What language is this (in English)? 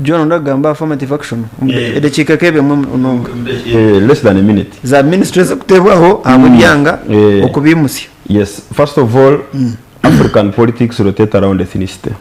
Nyankole